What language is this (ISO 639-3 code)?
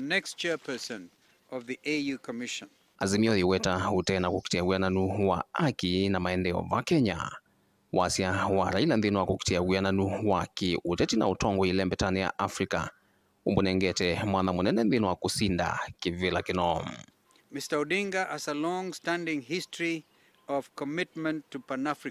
kam